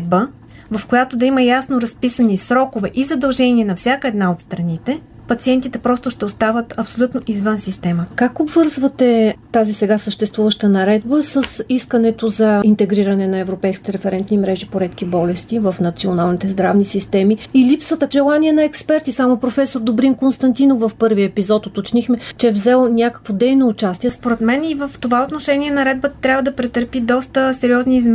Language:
Bulgarian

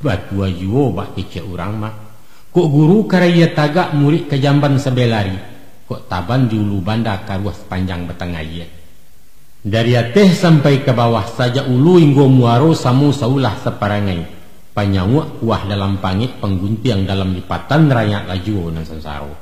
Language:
Minangkabau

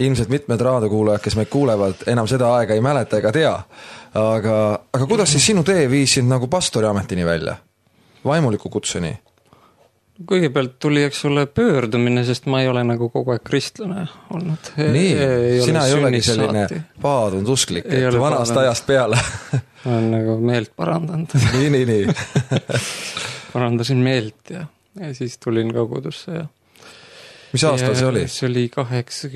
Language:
Estonian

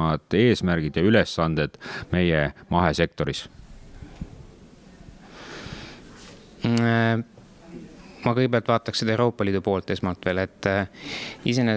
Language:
Estonian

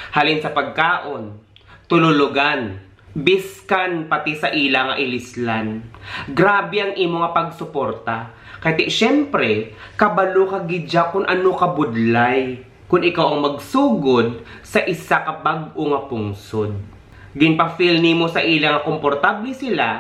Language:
Hiligaynon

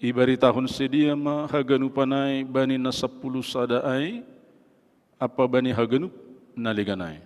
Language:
Batak Simalungun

